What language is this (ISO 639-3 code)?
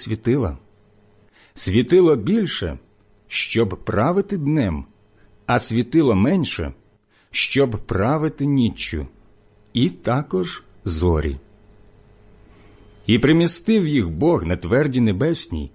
ukr